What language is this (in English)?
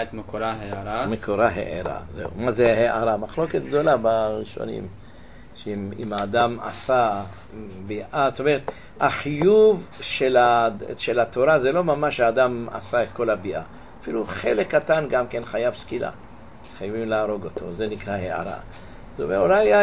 Hebrew